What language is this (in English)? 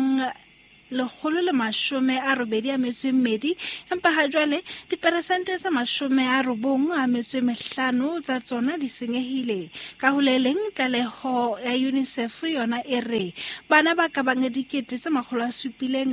Southern Sotho